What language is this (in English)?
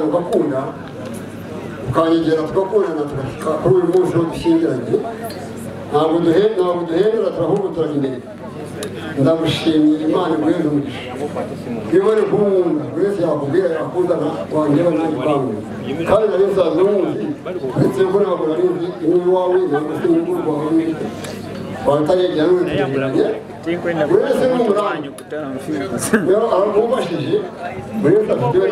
Kinyarwanda